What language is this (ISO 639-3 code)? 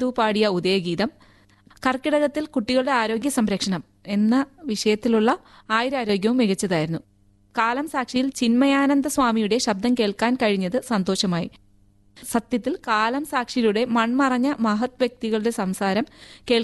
mal